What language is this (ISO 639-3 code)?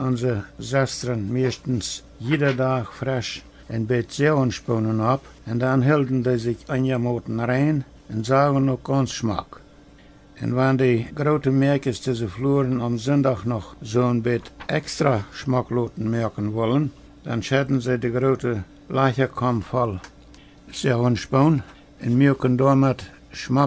pdt